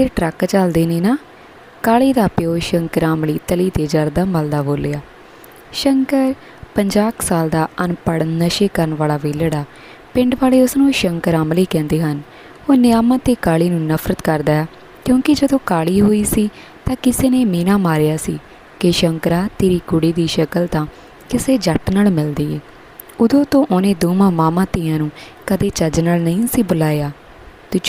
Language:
Punjabi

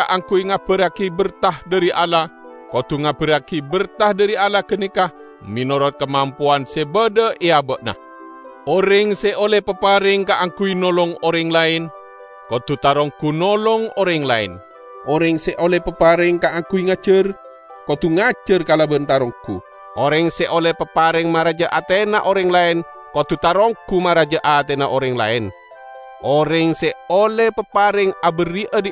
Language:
Madurese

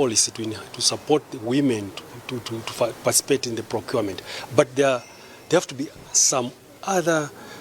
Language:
English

